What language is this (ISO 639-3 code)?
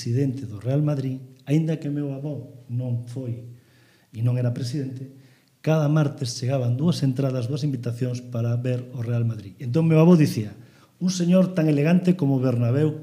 glg